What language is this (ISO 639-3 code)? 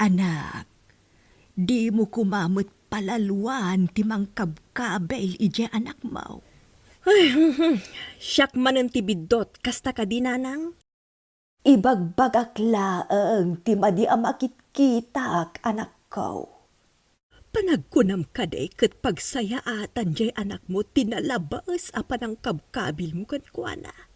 ilo